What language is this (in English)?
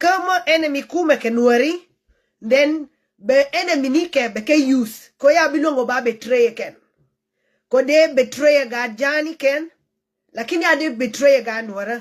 Nuer